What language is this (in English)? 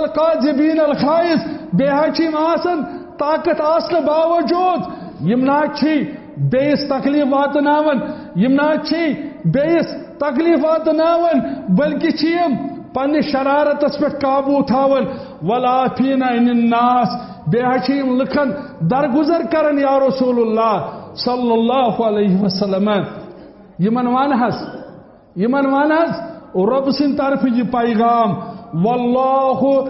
Kashmiri